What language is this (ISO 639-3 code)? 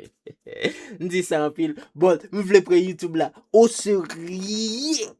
hat